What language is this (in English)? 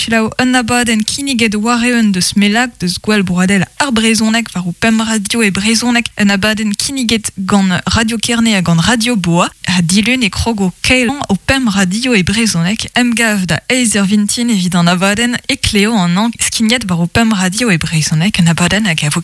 Breton